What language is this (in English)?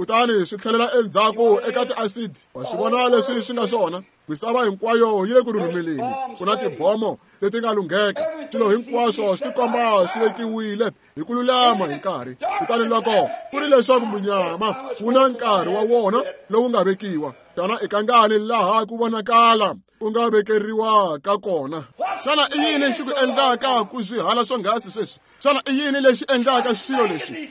Tsonga